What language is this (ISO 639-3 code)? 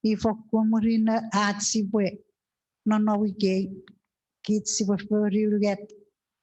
chk